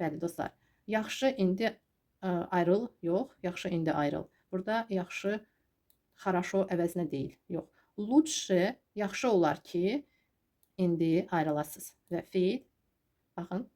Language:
Azerbaijani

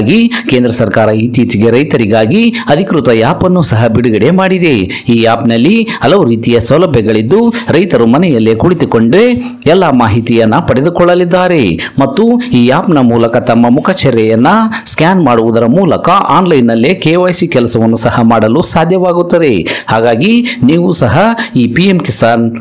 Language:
Kannada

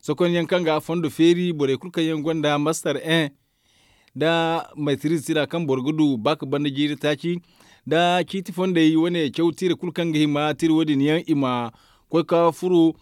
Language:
Zarma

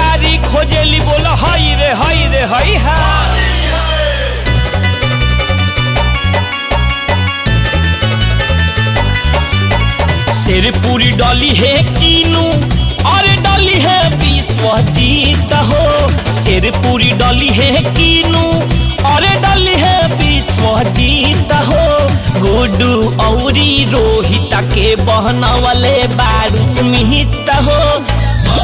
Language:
Bhojpuri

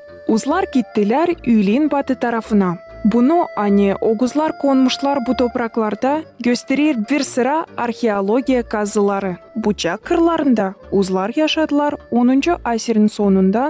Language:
Gagauz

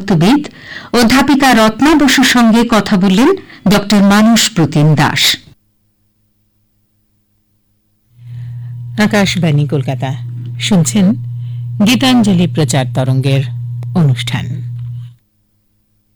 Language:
Bangla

